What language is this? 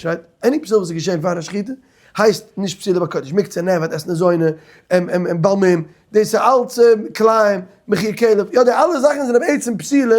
Yiddish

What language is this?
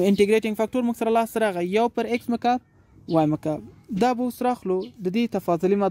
Pashto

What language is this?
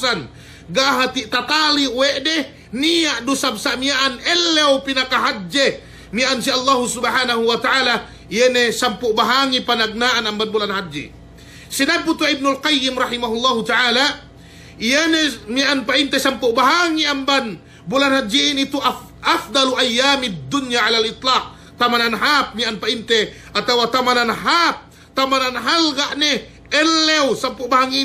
Yakan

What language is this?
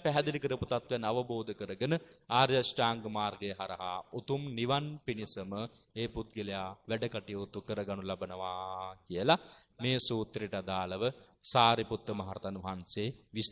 Sinhala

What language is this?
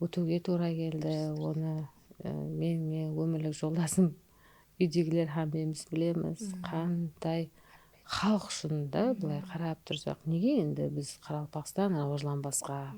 Kara-Kalpak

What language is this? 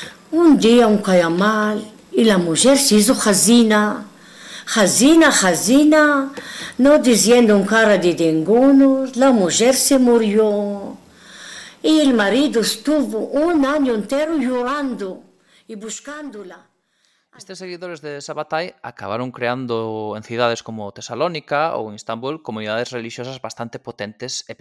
Galician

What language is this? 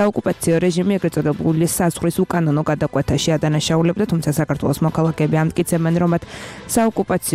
Georgian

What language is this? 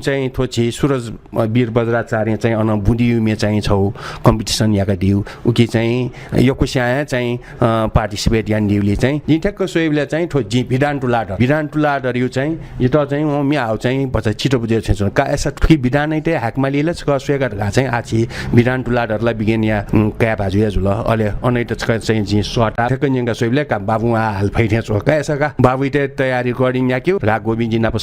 Newari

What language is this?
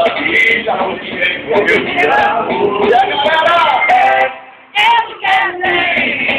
Portuguese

